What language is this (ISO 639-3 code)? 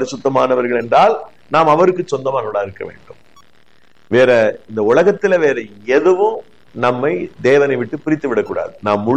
tam